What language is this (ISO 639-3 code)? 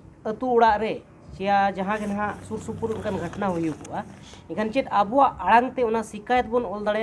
sat